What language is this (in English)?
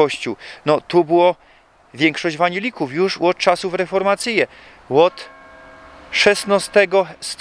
Silesian